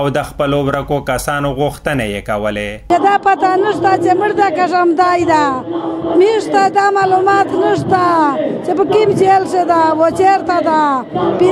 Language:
Pashto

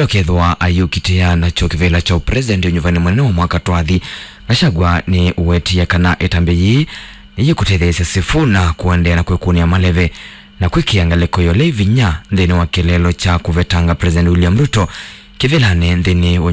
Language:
Kamba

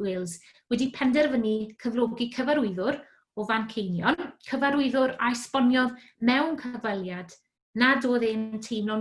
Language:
Welsh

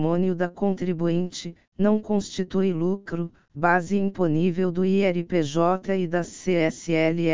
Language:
Portuguese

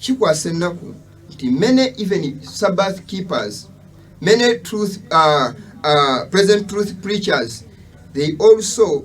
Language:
Ganda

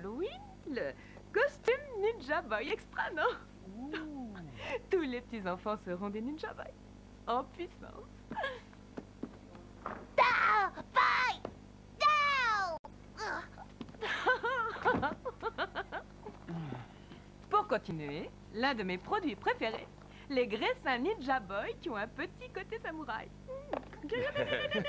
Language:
French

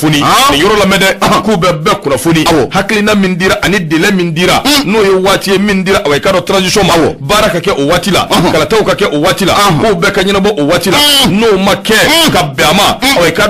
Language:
Bambara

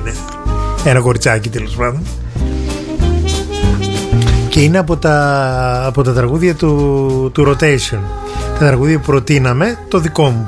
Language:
Greek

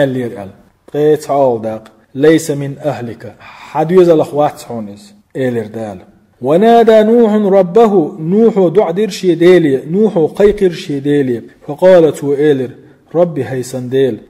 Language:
Chechen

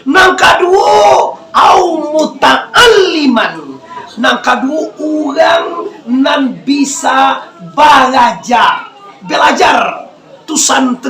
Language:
Minangkabau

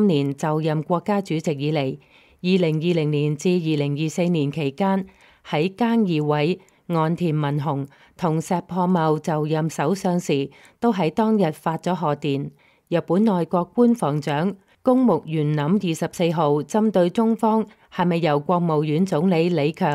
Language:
Cantonese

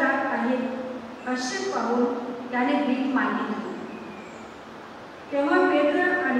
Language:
Konkani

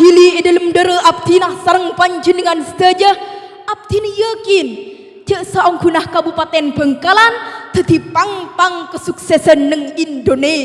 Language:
Madurese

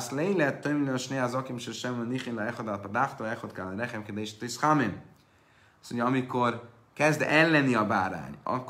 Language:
Hungarian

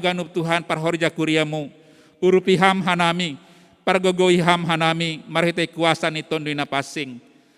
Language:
Batak Simalungun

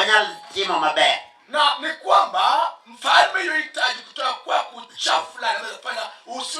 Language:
Luo (Kenya and Tanzania)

